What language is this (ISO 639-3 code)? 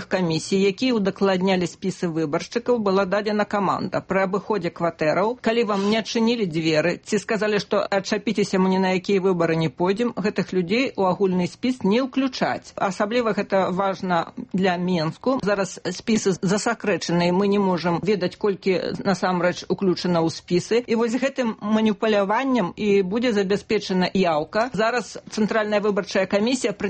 bel